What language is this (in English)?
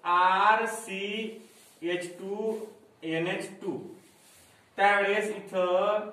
Marathi